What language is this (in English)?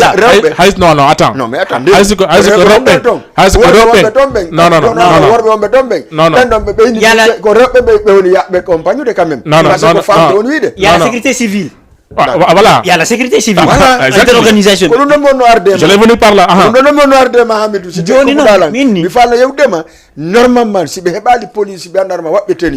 Fula